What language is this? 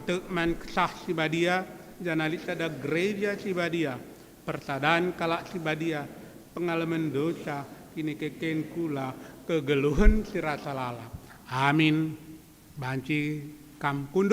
Batak Karo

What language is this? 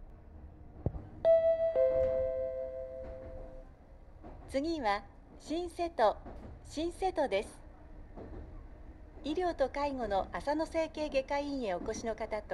Japanese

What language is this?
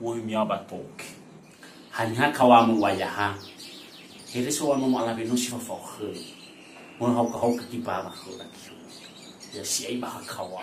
Nias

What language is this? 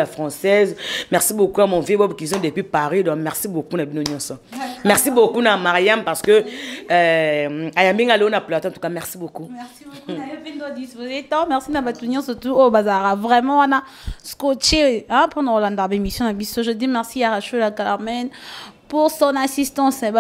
Lingala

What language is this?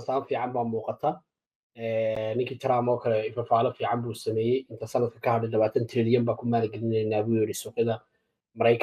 Somali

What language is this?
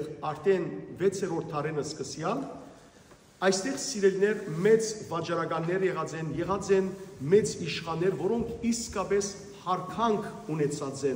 Western Armenian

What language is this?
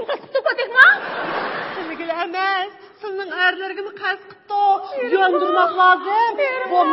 Uyghur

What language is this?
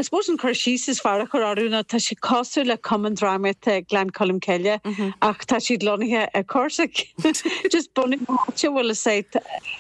Irish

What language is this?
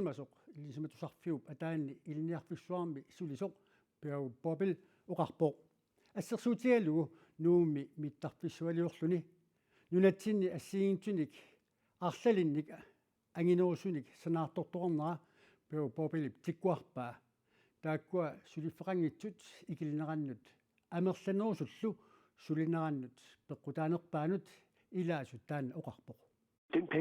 Kalaallisut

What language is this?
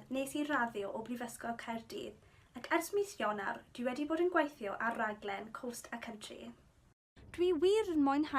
Welsh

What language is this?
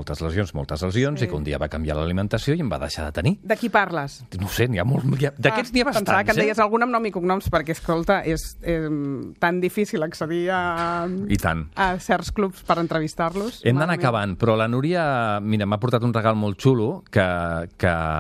Catalan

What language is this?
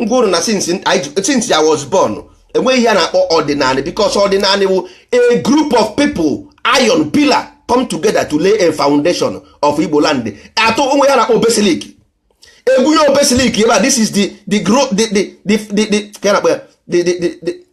Igbo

